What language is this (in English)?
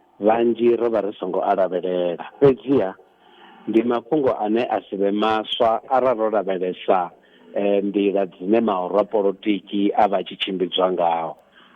Venda